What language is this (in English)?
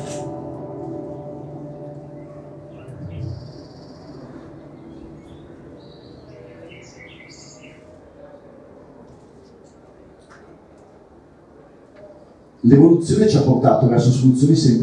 Italian